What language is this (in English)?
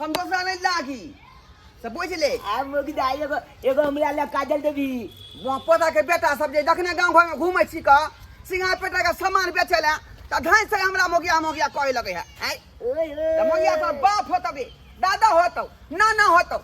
Maithili